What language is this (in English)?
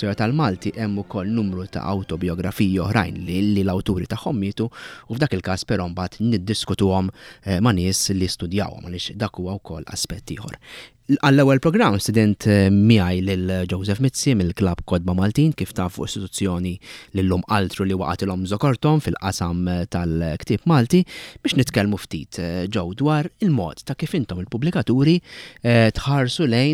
Maltese